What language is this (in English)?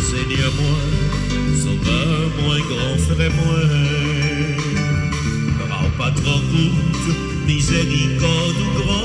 Haitian Creole